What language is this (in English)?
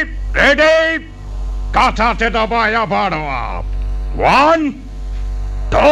Santali